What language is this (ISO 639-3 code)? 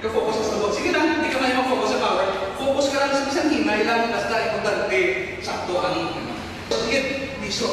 hil